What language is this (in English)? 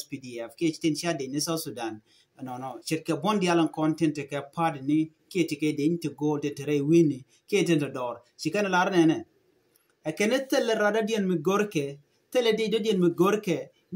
Nuer